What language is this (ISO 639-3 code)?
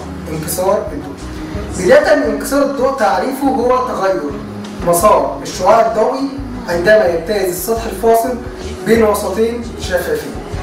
arz